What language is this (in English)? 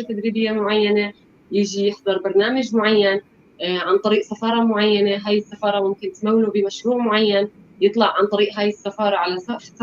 North Levantine Arabic